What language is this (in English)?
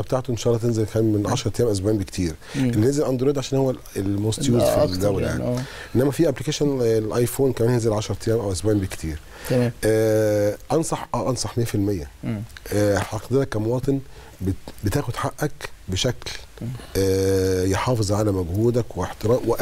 Egyptian Arabic